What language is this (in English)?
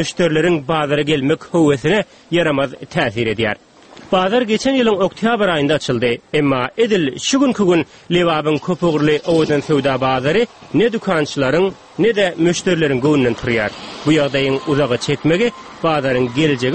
Turkmen